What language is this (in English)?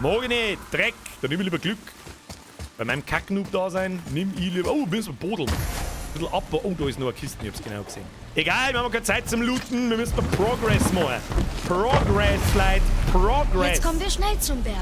Bavarian